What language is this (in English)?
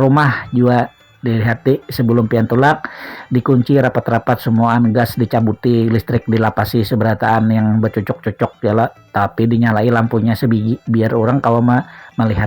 Banjar